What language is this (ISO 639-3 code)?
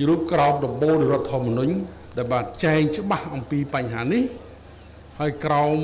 khm